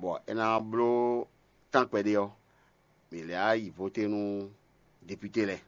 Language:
Fon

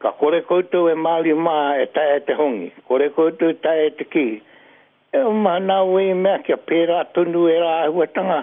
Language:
Māori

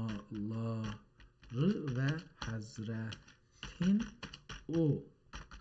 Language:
South Azerbaijani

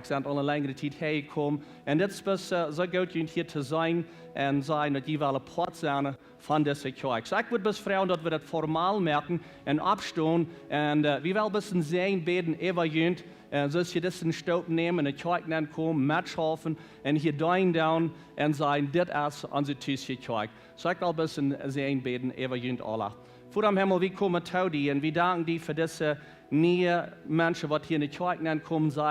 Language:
Plautdietsch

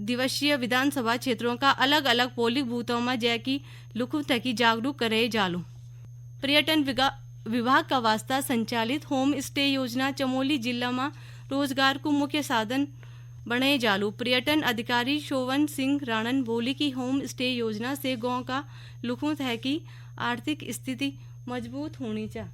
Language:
Garhwali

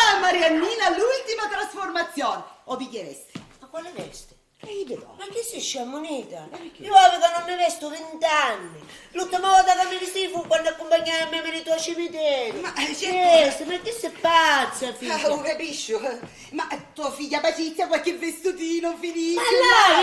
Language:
Sicilian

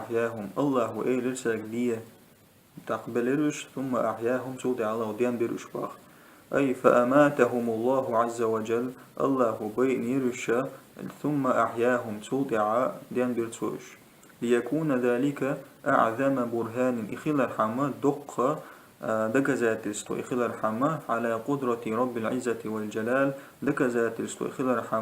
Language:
Chechen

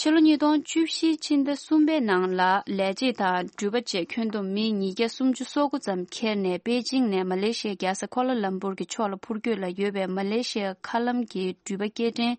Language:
Tibetan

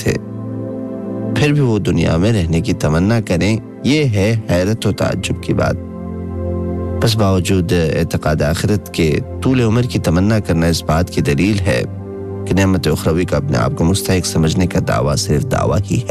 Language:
Urdu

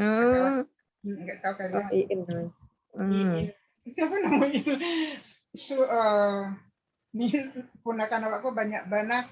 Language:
Minangkabau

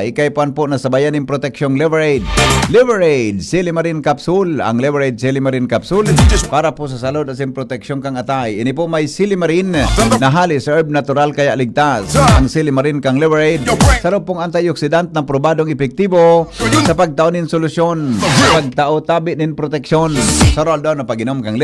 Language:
Bikol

